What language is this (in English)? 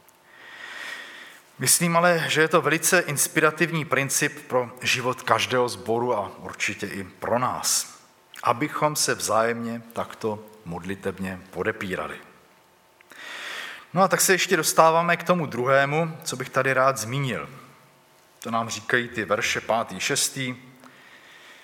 Czech